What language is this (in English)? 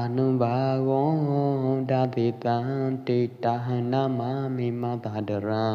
Pwo Eastern Karen